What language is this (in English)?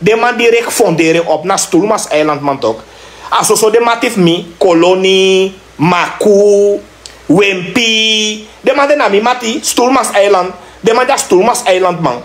Sranan Tongo